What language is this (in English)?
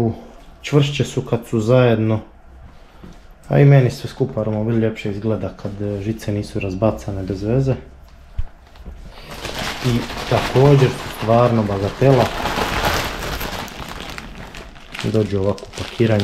Croatian